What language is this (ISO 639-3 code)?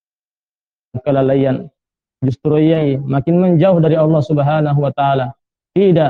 ind